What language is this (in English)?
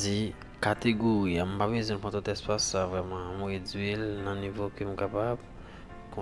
Haitian Creole